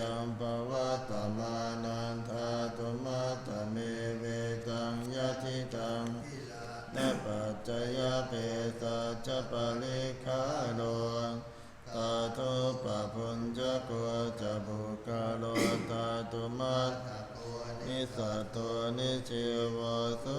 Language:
Pali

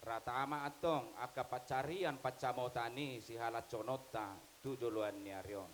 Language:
Batak Toba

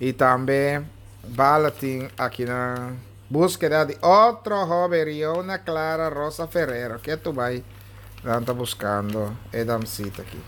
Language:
Papiamento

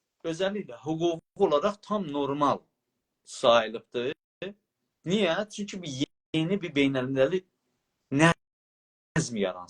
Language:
South Azerbaijani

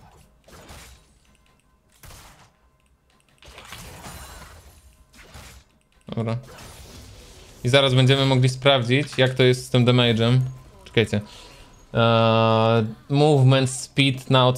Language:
Polish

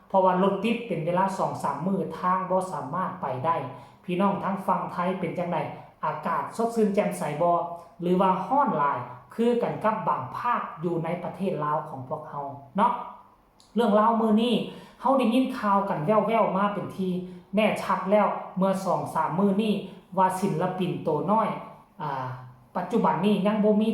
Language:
Northeastern Thai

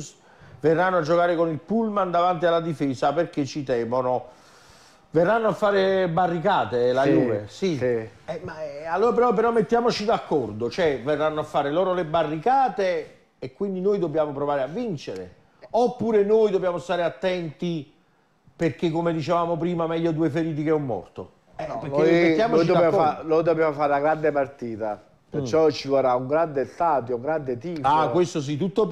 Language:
Italian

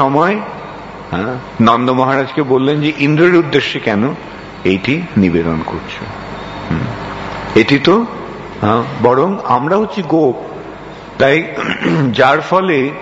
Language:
Bangla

